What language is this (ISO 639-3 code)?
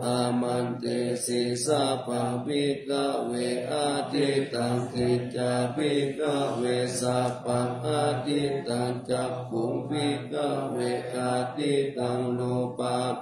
pli